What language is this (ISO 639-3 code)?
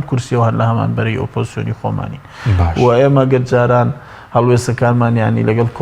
ckb